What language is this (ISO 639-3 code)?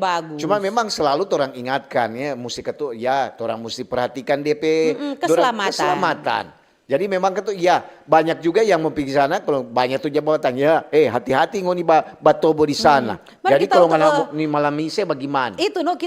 xmm